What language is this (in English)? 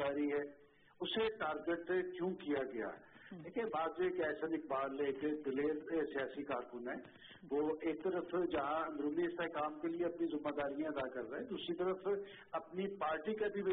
Urdu